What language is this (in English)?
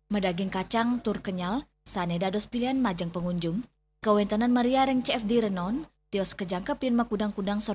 Balinese